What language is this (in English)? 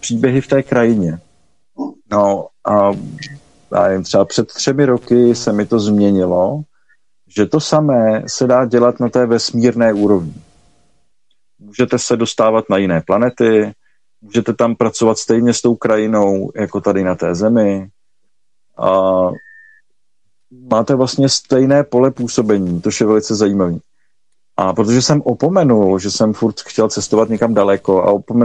Czech